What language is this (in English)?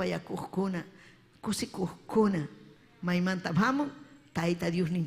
Ayacucho Quechua